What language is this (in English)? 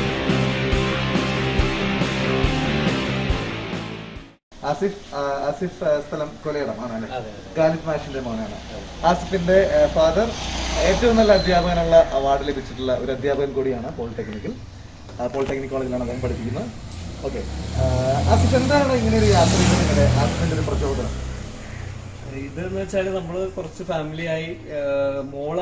Malayalam